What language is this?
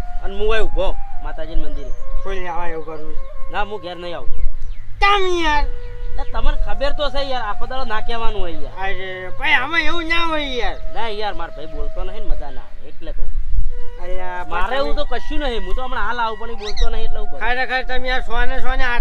Gujarati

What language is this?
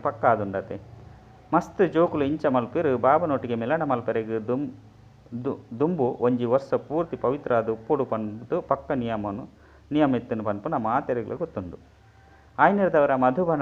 Tulu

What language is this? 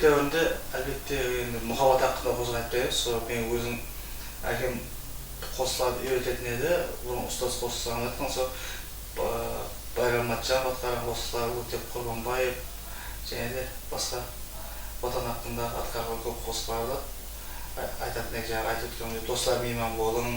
Kara-Kalpak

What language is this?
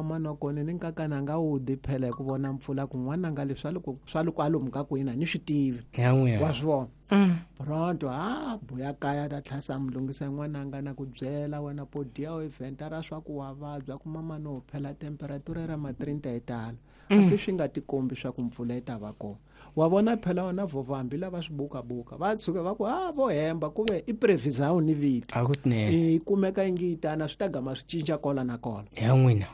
Tsonga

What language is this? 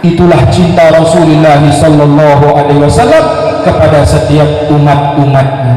Sasak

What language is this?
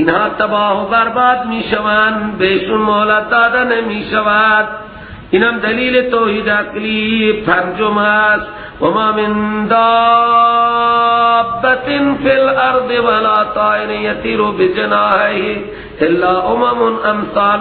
Persian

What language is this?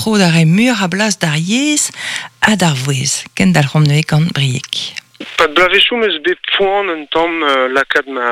Breton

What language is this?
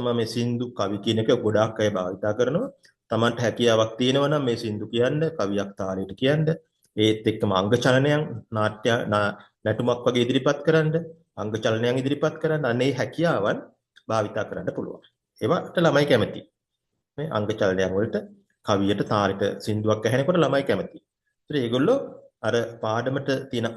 Sinhala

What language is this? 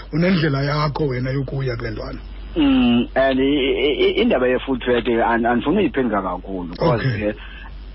Xhosa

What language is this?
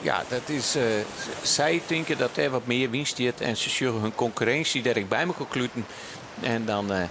Western Frisian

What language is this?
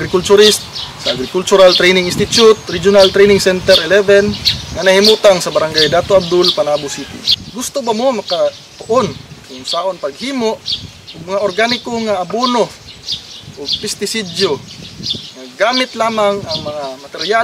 Cebuano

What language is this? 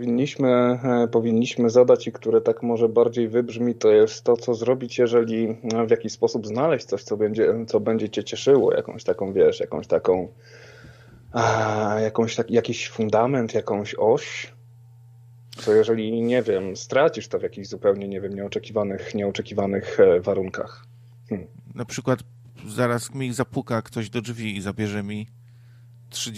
Polish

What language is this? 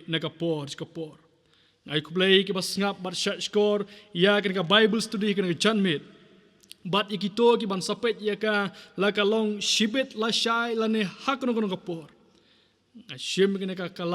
Khasi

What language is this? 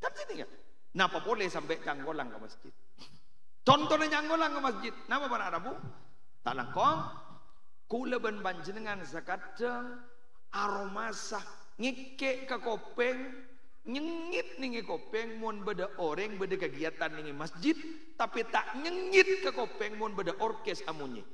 Madurese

